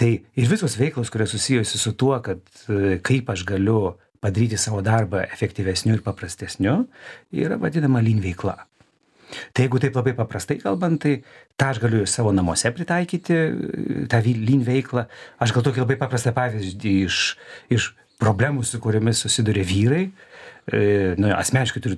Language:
Lithuanian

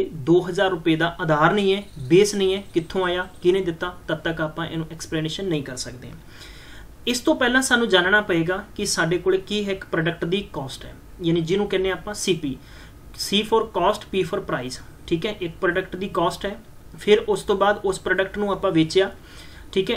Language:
Punjabi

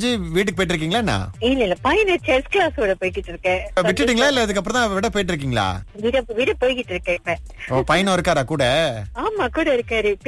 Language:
Tamil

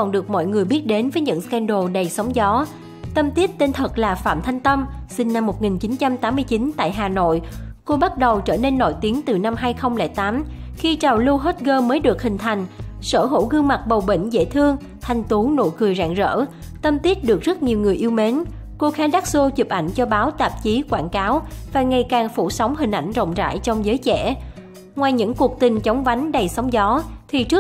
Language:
Vietnamese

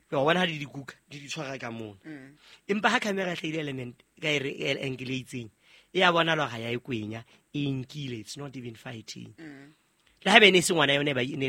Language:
Southern Sotho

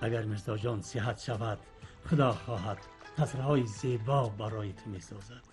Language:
Tajik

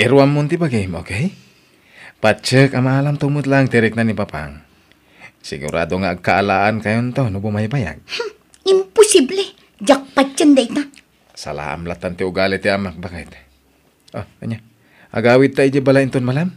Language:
Iloko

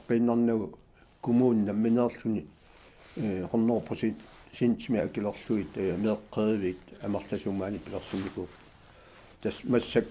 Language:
Kalaallisut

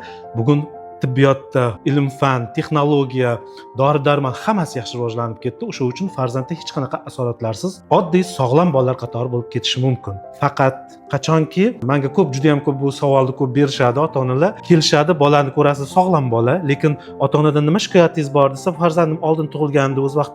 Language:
Uzbek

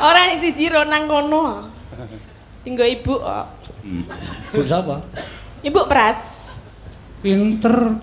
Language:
Javanese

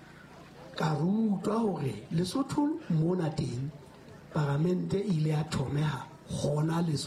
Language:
Southern Sotho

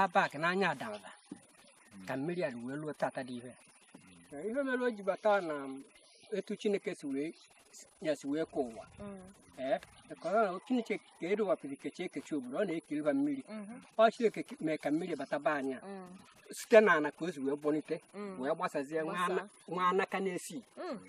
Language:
Igbo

